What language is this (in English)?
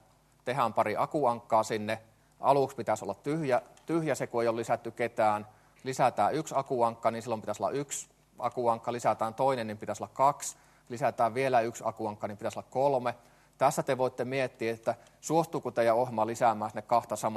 Finnish